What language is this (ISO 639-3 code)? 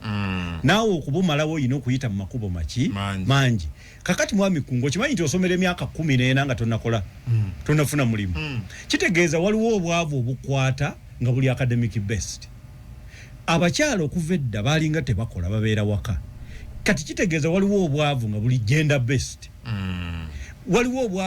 lug